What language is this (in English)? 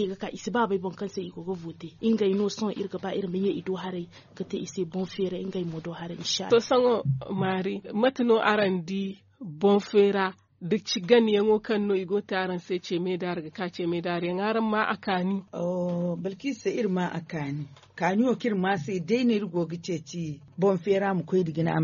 Zarma